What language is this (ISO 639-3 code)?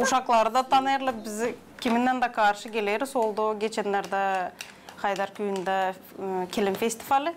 gag